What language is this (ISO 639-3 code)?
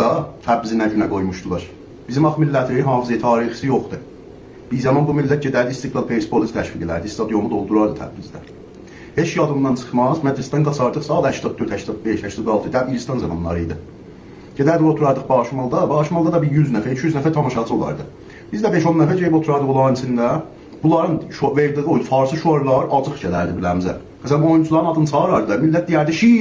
azb